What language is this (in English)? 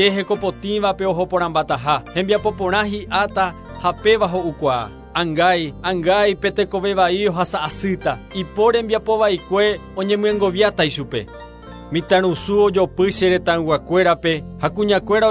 Guarani